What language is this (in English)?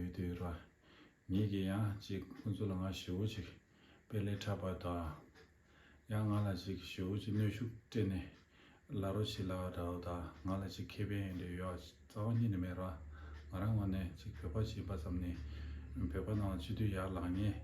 Tibetan